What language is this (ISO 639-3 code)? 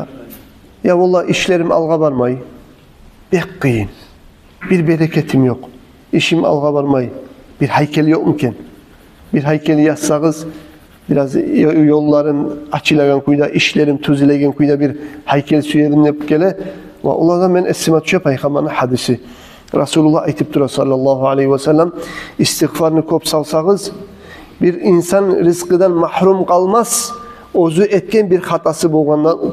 kum